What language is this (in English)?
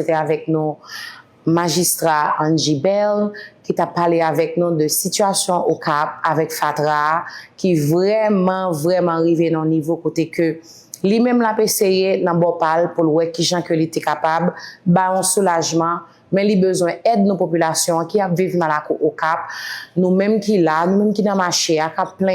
Haitian Creole